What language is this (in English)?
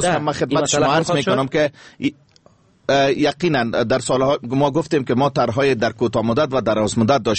Persian